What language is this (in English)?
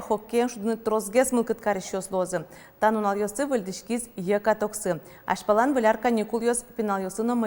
Udmurt